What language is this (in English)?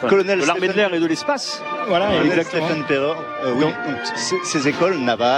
French